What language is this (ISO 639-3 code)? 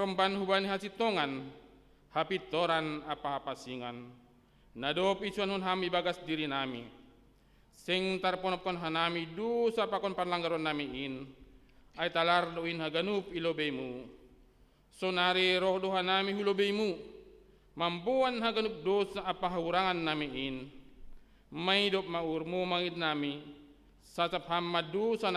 bts